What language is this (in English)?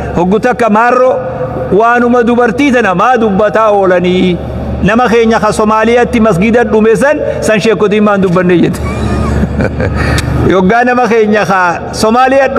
Oromo